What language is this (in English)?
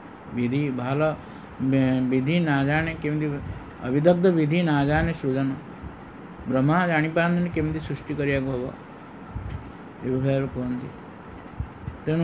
Odia